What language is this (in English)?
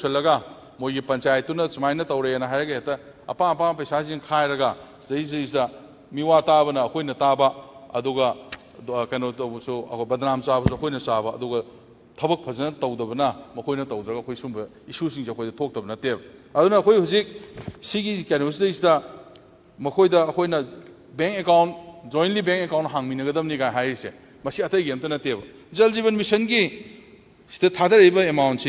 Manipuri